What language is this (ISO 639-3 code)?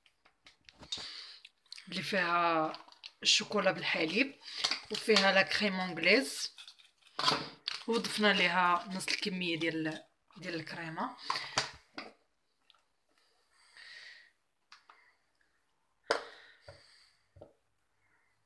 ary